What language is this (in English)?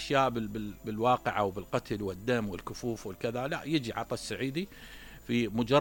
Mesopotamian Arabic